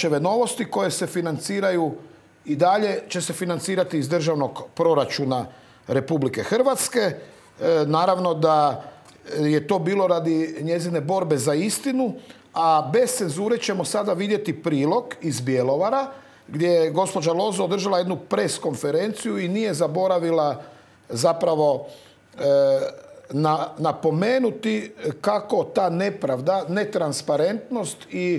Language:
Croatian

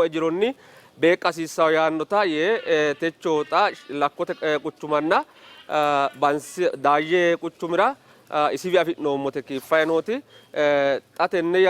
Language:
Sidamo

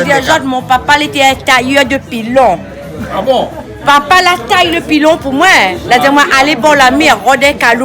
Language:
Réunion Creole French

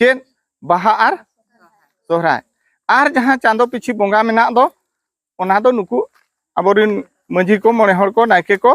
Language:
Santali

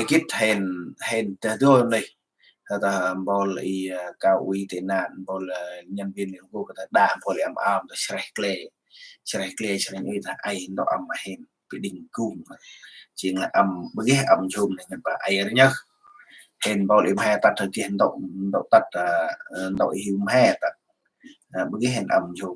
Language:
Central Mnong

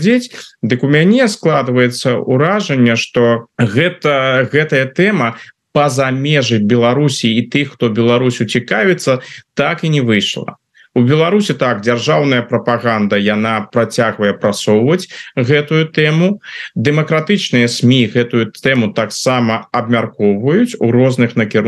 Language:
Belarusian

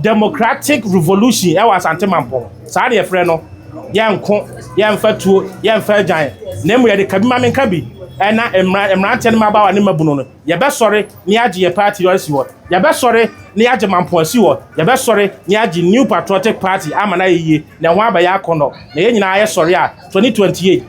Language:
Akan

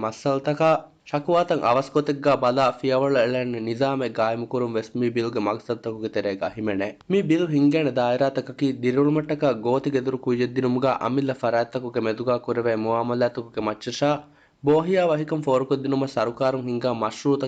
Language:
Divehi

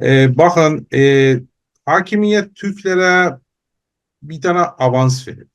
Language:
South Azerbaijani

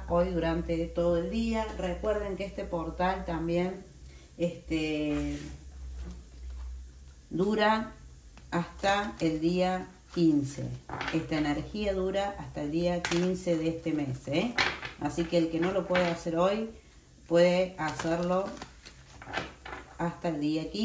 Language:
Spanish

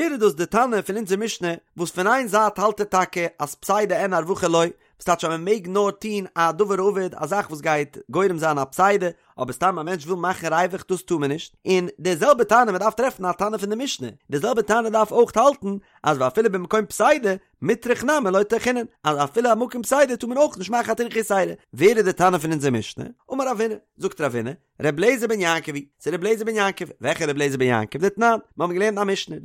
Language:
Yiddish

